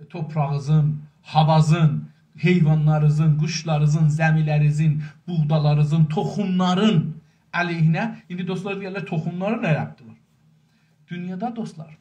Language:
South Azerbaijani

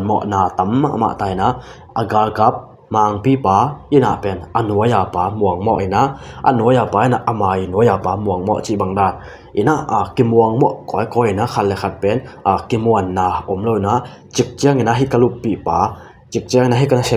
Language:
Tedim Chin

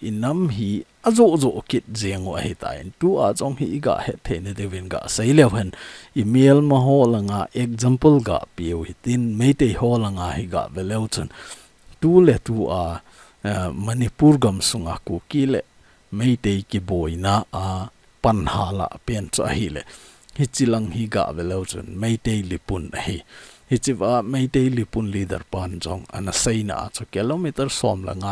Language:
Thado Chin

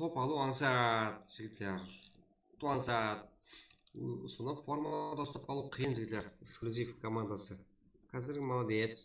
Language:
Kara-Kalpak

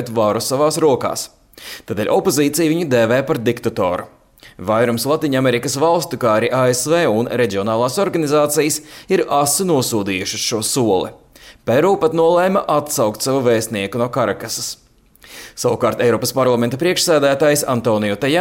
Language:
Latvian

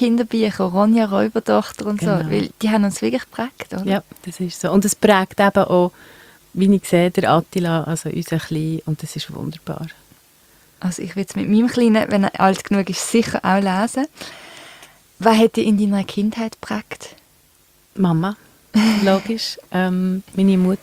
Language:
German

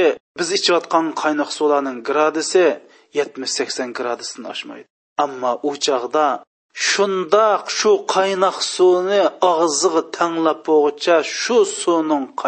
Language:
Uyghur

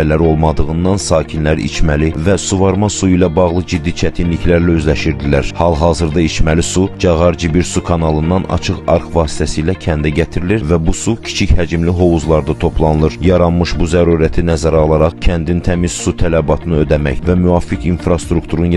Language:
Azerbaijani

